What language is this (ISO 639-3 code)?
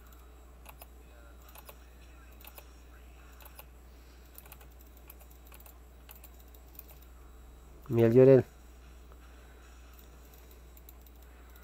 spa